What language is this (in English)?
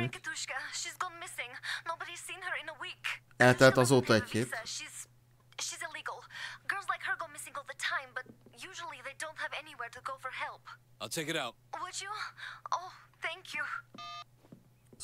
Hungarian